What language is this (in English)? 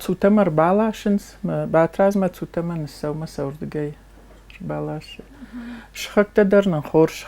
Ossetic